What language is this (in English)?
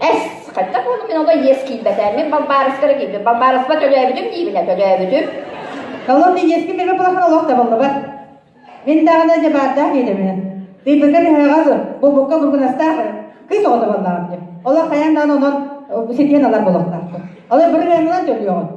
Yakut